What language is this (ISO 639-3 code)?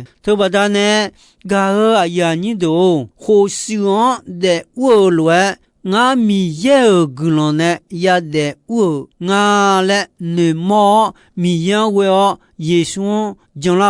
ahk